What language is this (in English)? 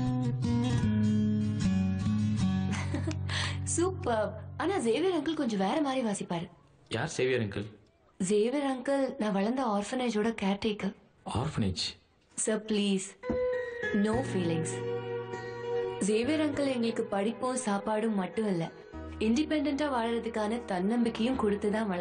Tamil